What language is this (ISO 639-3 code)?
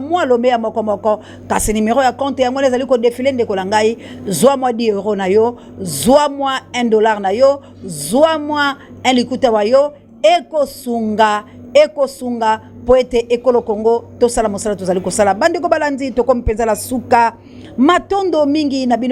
lin